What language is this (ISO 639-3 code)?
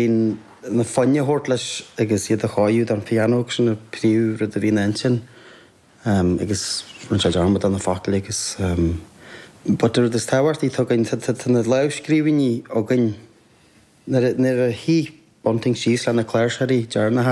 gle